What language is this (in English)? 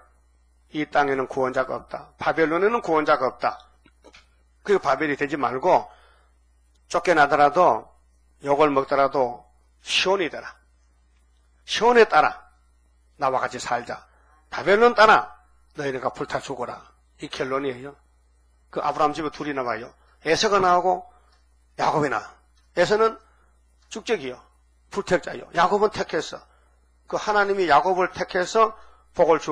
Korean